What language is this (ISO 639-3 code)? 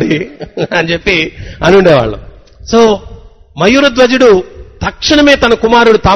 tel